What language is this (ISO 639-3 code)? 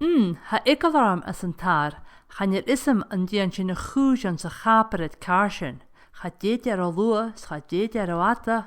gla